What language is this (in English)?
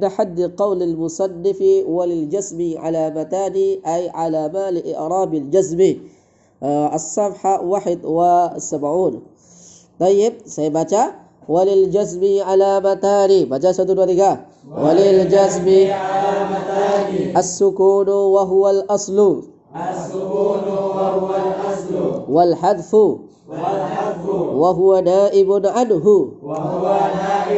Indonesian